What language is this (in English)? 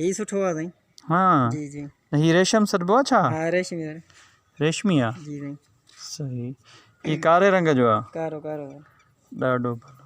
Sindhi